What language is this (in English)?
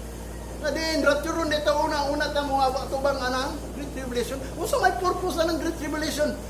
Cebuano